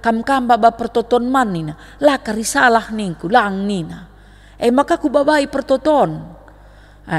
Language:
Batak Karo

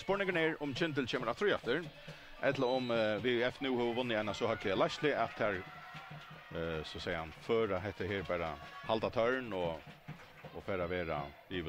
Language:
Faroese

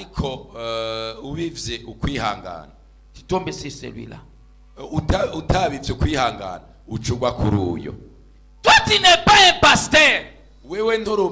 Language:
Rundi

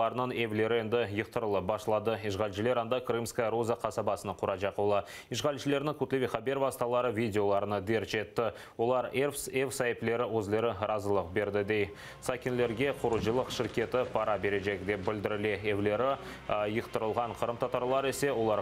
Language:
Crimean Tatar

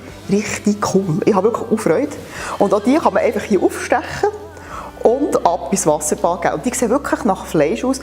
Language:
Swiss German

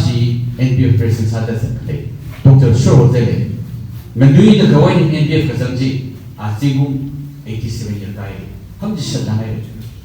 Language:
Tangkhul Naga (India)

